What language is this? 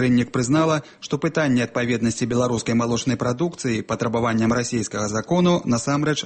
Belarusian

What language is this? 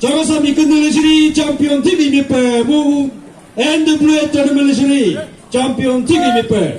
Chokri Naga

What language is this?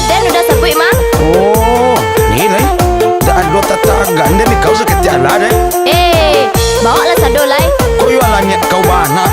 Minangkabau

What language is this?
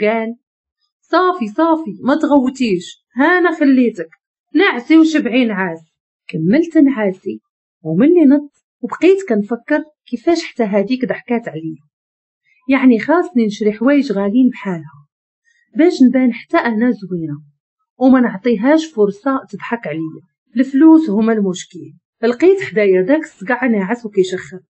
Moroccan Arabic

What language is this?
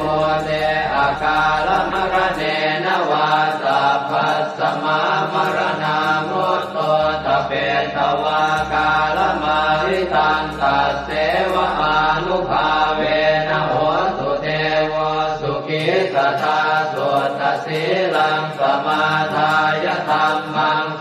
Pali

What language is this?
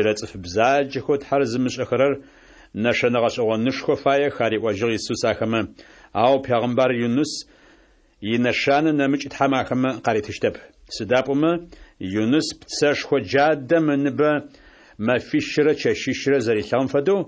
Adyghe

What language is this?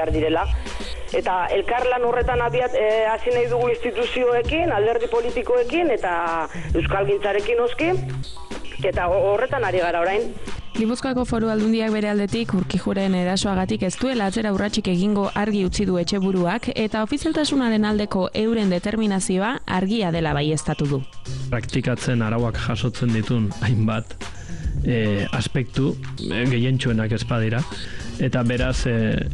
Basque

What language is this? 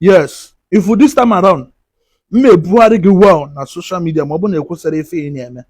Igbo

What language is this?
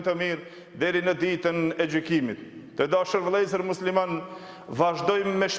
Albanian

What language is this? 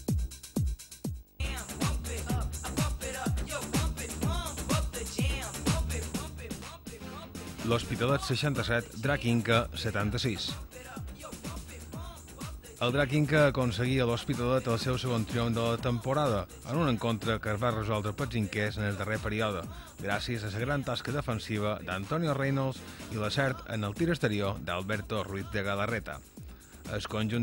Catalan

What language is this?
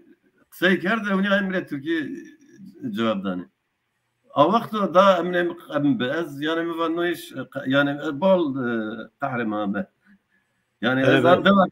Zaza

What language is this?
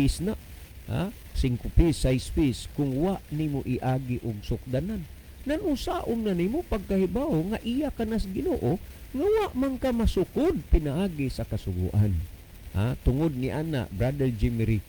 Cebuano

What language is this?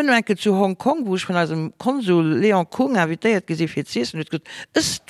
Luxembourgish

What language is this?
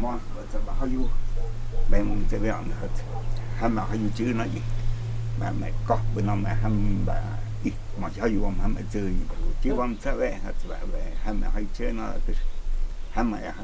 Totontepec Mixe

